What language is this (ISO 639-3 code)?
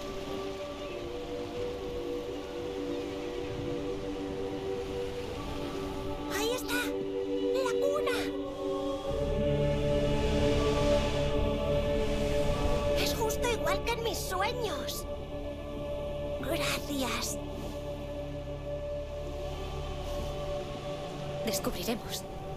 spa